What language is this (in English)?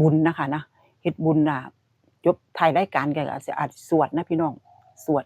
Northeastern Thai